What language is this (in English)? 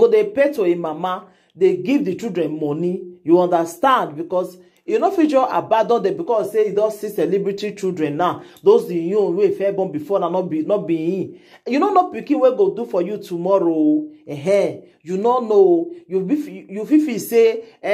Nigerian Pidgin